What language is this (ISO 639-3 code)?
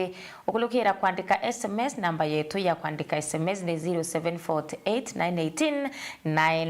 mer